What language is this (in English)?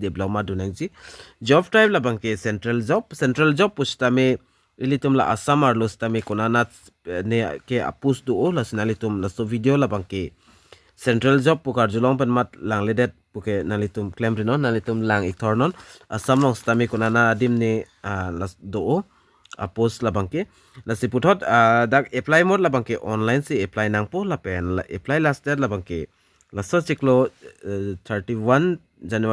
Karbi